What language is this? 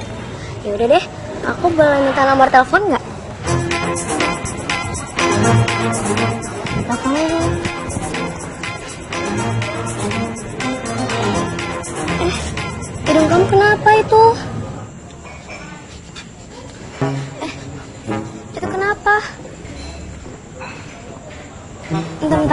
Indonesian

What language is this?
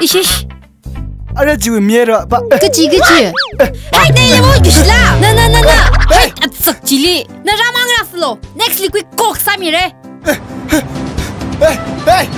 Tangkhul Naga (India)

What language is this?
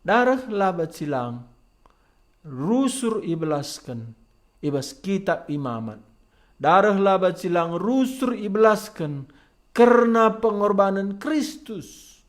Batak Karo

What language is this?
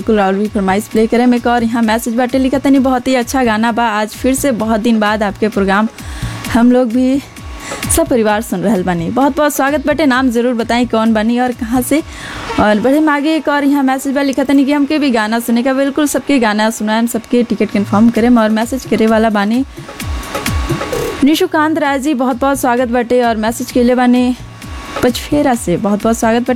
Bhojpuri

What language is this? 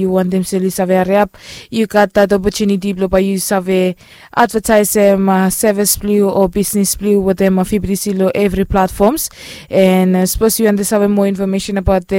Bislama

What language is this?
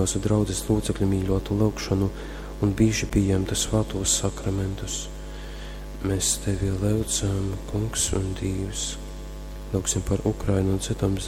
Latgalian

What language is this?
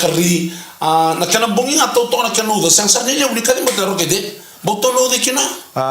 Fijian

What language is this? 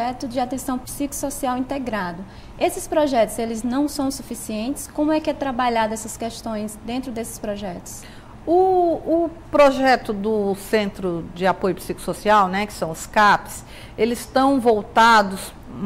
Portuguese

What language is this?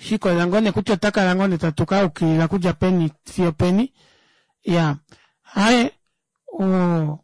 Kuanyama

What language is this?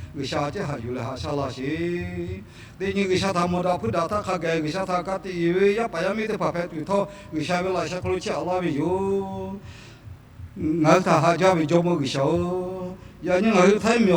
Lahu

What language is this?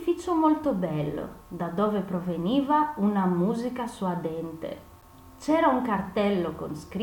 Italian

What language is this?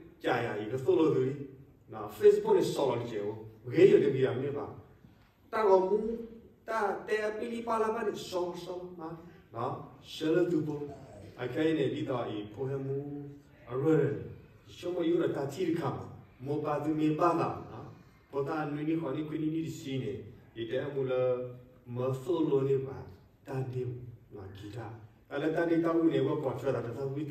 S'gaw Karen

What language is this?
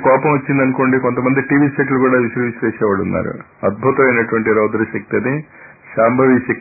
Telugu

